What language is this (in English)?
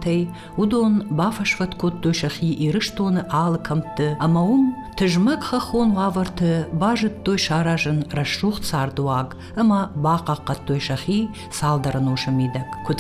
Ossetic